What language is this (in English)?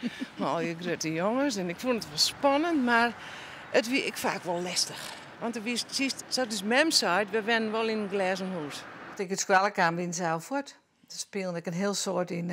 Western Frisian